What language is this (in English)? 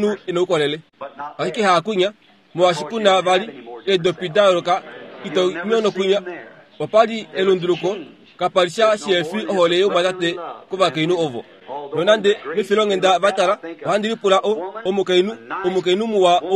Kuanyama